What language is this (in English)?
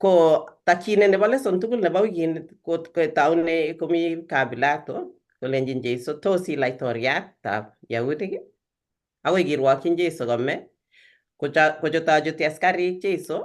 Kalenjin